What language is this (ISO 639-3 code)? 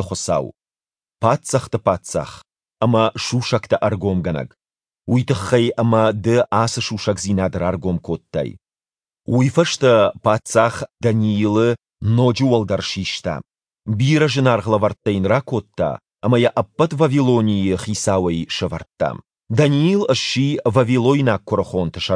oss